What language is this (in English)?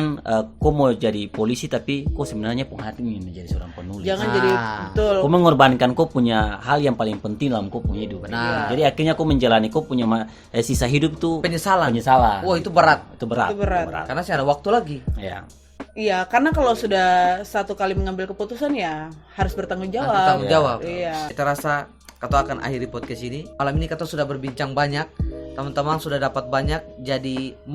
Ambonese Malay